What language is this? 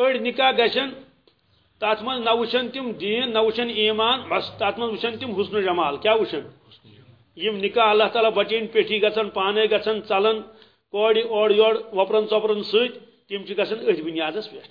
Kashmiri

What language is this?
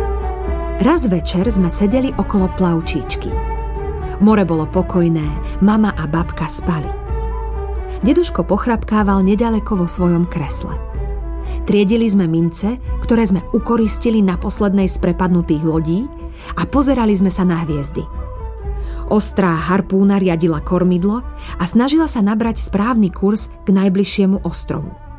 Slovak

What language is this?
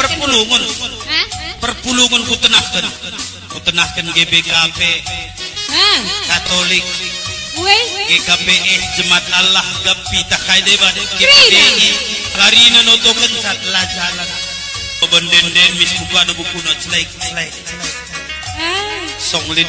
Batak Karo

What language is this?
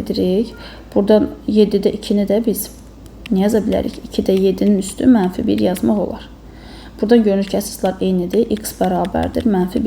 Azerbaijani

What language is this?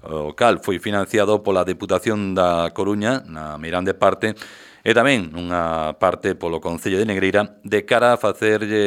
Galician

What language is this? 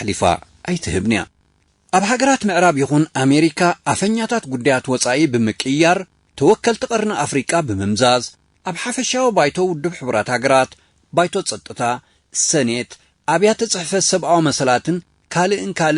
Tigrinya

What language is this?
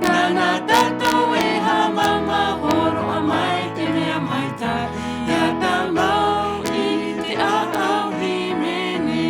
Tahitian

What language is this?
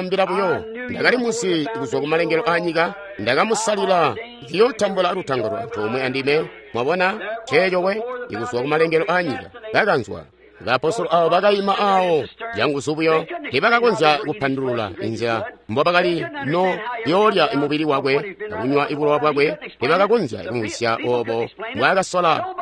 Tonga (Zambia)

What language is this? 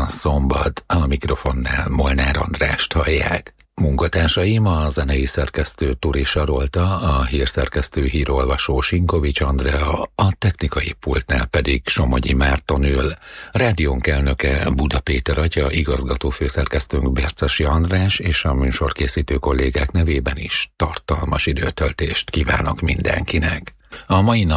Hungarian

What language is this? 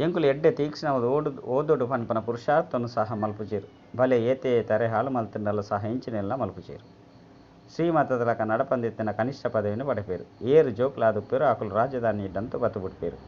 Tulu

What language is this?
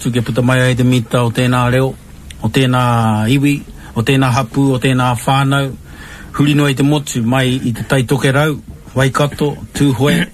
Māori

